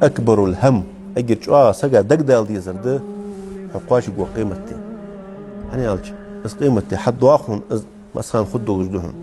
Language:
Ingush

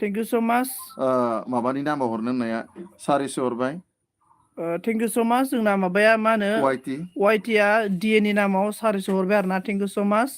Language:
Bodo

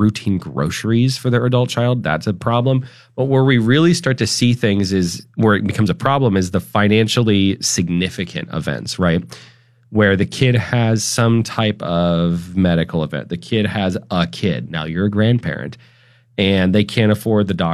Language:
English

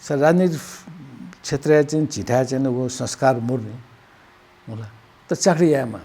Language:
Newari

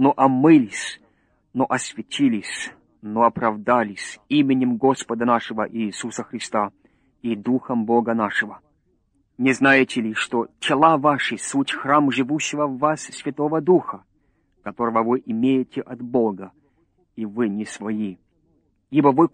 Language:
Russian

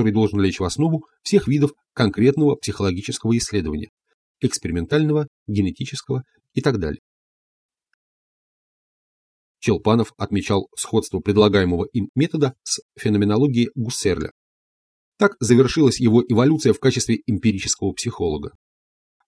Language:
Russian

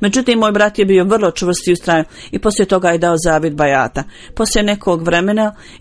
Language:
Bosnian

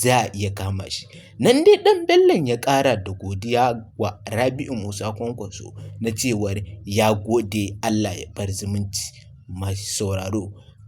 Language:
Hausa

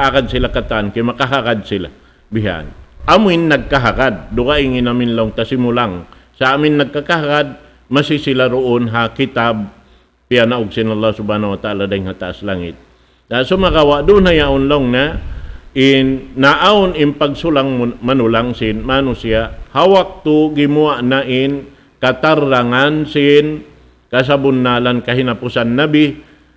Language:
Tausug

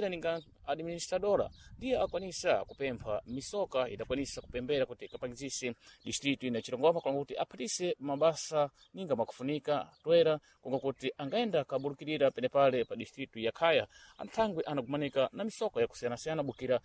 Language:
Sena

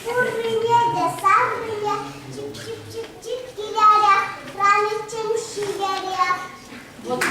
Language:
Chuvash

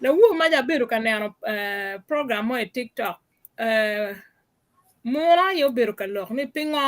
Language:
Acoli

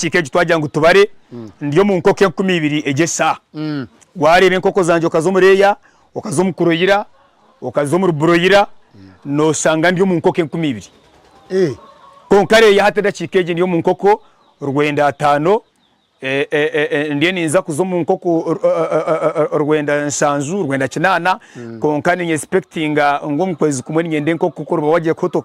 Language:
Nyankole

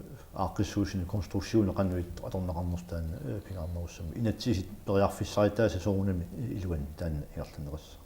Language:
Kalaallisut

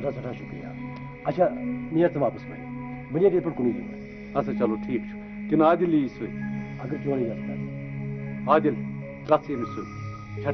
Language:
Kashmiri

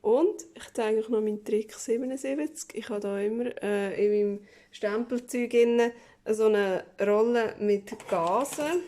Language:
Swiss German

